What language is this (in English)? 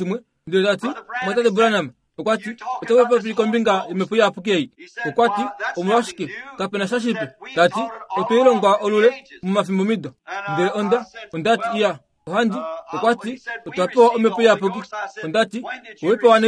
Kuanyama